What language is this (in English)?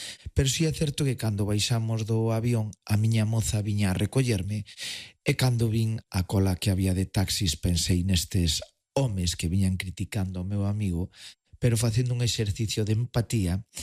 Galician